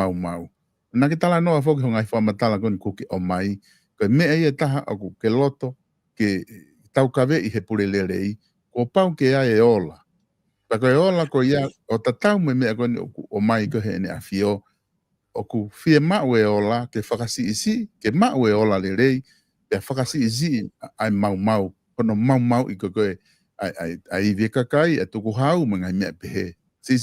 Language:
Tongan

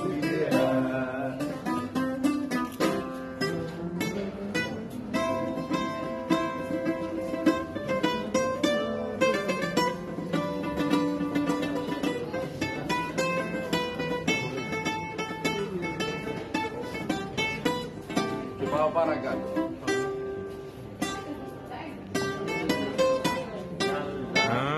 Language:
Greek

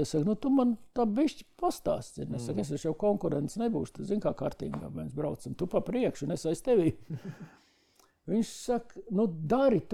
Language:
Latvian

